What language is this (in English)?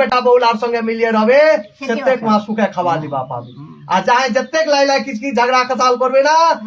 Rajbanshi